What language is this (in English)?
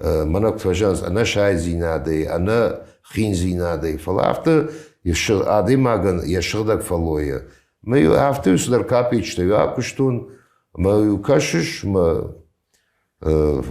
Ossetic